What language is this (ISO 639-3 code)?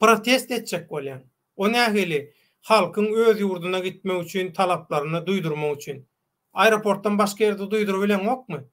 tuk